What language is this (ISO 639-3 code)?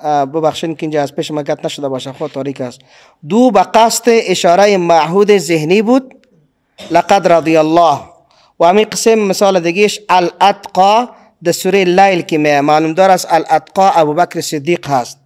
fas